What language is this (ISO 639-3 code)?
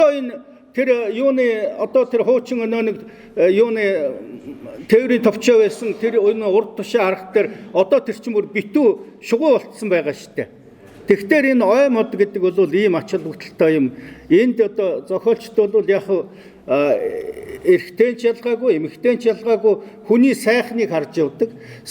mon